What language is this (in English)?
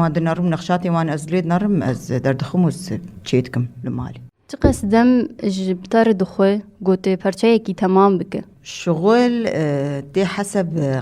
Kurdish